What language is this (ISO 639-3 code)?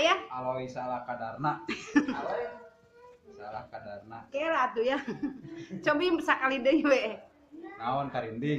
sun